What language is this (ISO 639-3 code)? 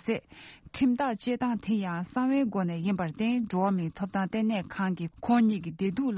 bod